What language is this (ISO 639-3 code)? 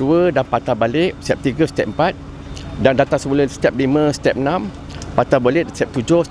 tet